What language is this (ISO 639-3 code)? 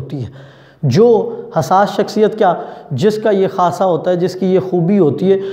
urd